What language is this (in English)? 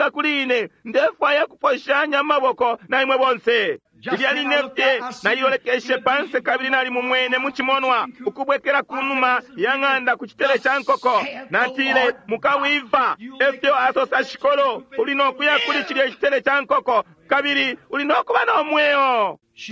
Bemba